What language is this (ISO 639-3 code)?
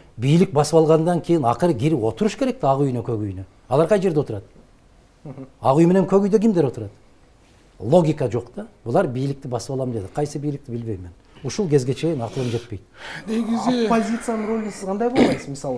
kir